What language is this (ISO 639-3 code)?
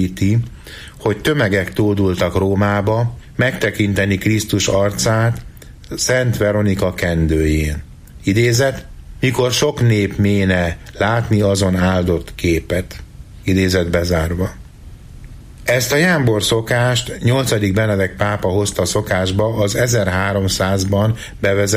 hun